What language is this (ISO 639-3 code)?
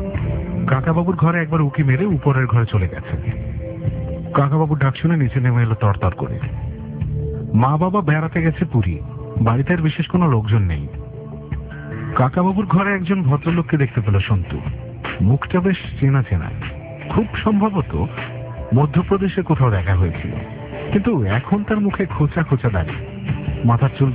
ben